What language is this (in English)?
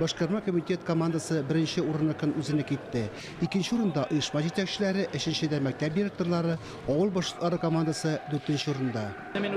Tatar